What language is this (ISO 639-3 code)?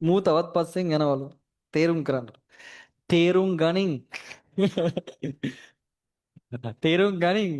sin